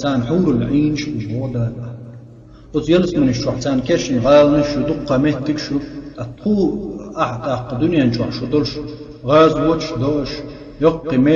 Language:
Chechen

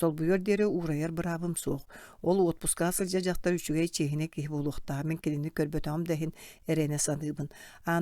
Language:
Yakut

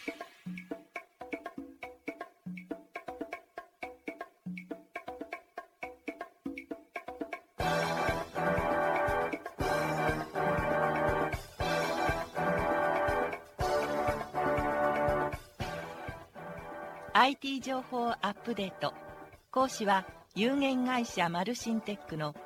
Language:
Japanese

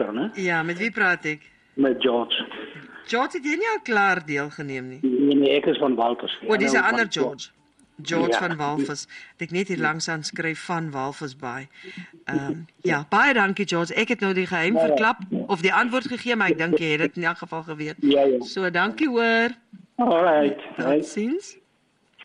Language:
Afrikaans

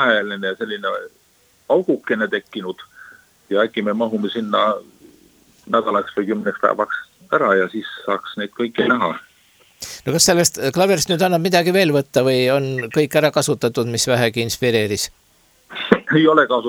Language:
Estonian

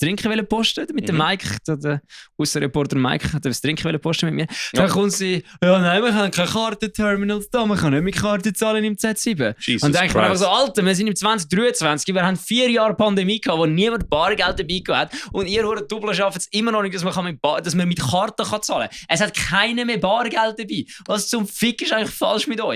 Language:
Swiss German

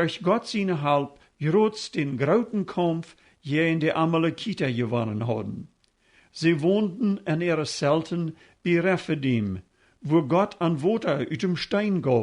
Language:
Plautdietsch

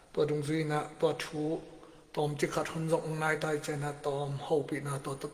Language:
Tedim Chin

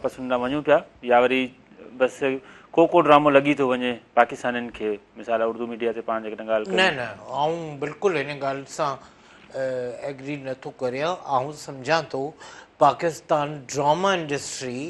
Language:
Sindhi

